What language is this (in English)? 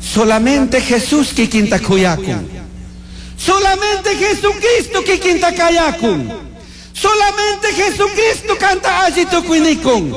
Chimborazo Highland Quichua